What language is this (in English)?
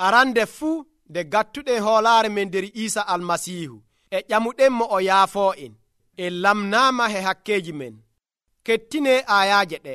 Nigerian Fulfulde